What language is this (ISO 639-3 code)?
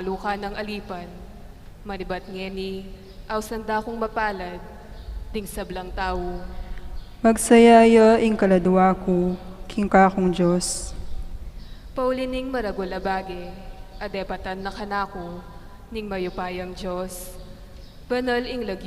pam